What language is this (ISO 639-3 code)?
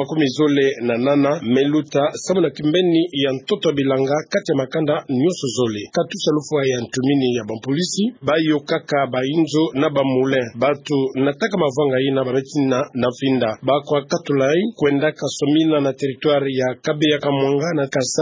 ktu